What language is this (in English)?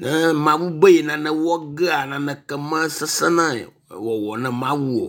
Ewe